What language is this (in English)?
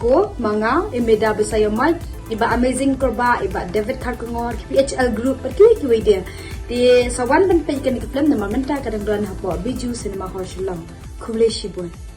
Khasi